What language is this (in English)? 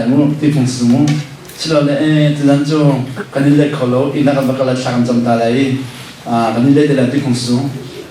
Hakha Chin